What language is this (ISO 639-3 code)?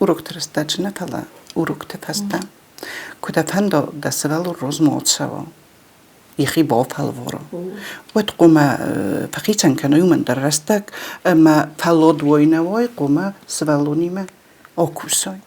oss